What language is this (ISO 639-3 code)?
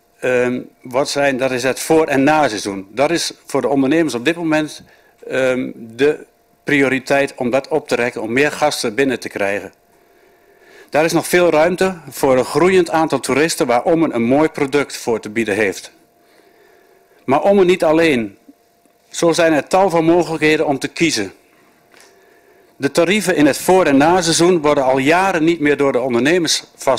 nld